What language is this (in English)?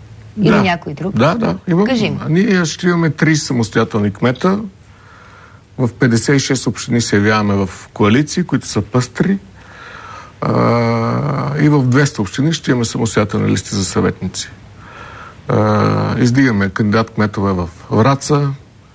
Bulgarian